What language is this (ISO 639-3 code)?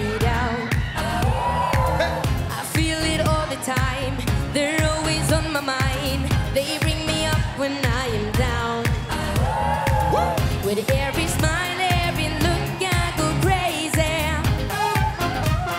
eng